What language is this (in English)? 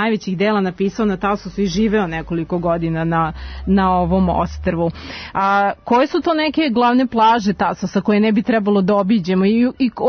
Serbian